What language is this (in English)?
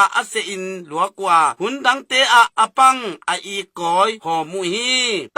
Tedim Chin